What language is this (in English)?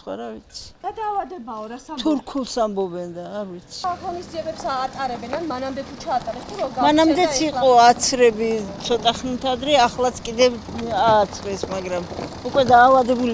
Georgian